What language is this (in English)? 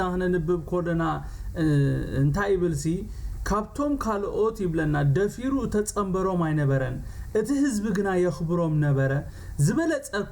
Tigrinya